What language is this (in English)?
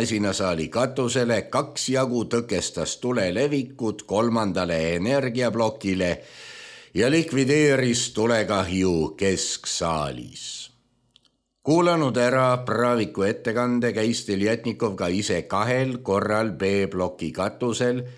Estonian